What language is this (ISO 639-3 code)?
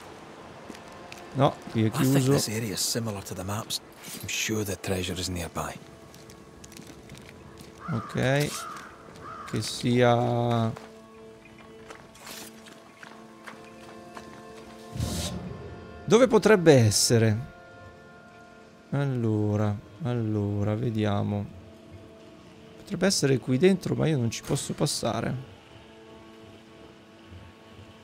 ita